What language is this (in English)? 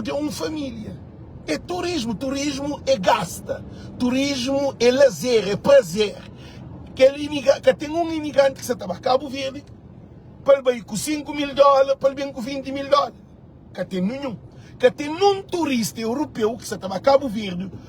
Kabuverdianu